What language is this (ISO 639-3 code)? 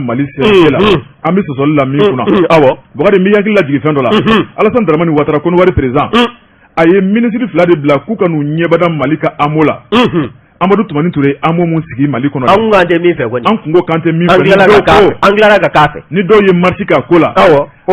bam